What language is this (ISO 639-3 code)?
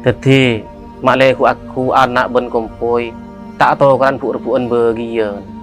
mad